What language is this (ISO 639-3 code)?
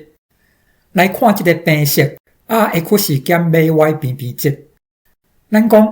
nan